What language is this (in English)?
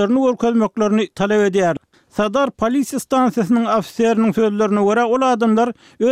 Turkmen